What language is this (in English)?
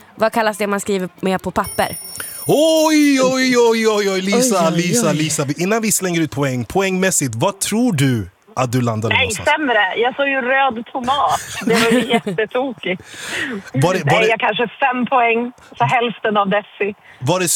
Swedish